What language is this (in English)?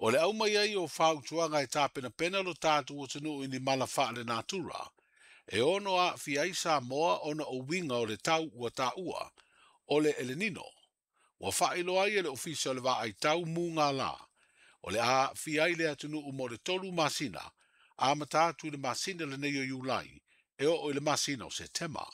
Samoan